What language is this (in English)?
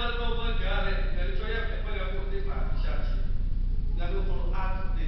Lahu